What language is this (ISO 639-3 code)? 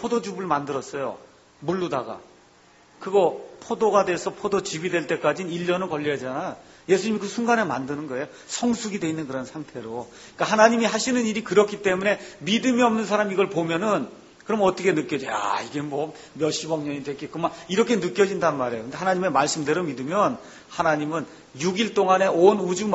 kor